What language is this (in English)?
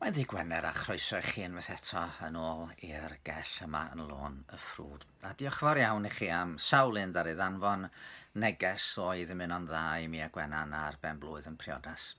Welsh